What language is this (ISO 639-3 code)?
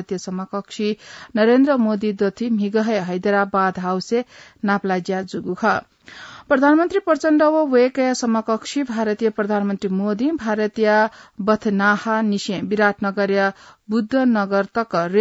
new